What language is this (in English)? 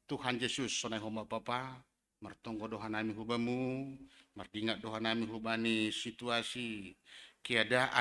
Batak Simalungun